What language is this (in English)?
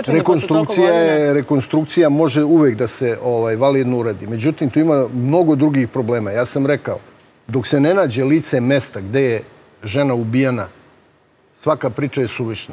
Serbian